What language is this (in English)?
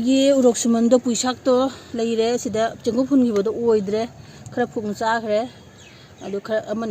Manipuri